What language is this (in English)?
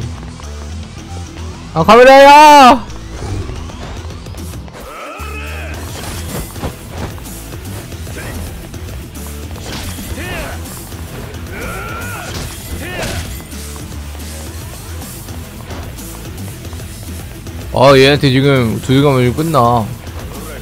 Korean